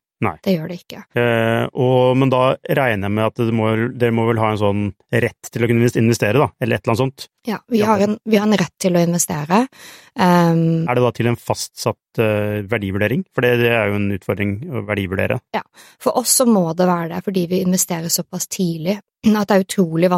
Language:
Norwegian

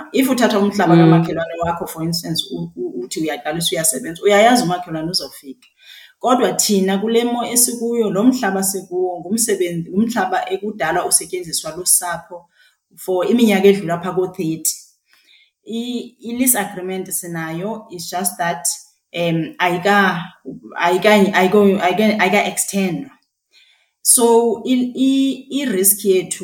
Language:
Xhosa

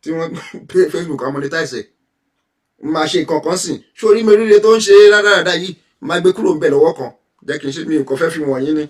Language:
Yoruba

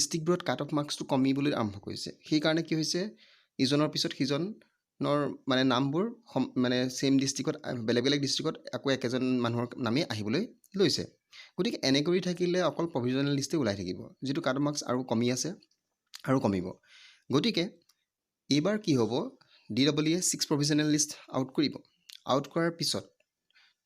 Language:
Assamese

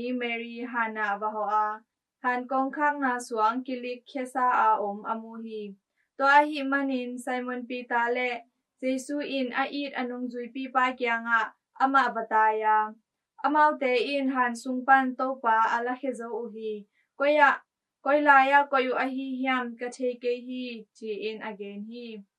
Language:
Tedim Chin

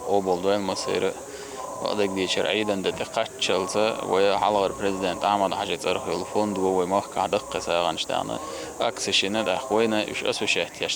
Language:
Chechen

